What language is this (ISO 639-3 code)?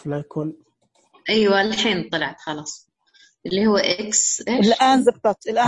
ars